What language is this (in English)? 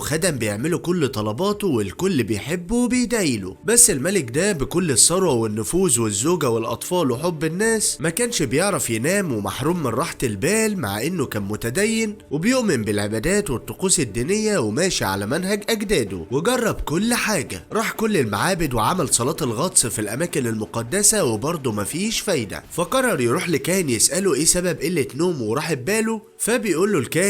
Egyptian Arabic